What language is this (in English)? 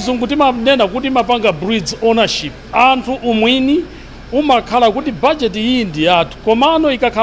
Nyanja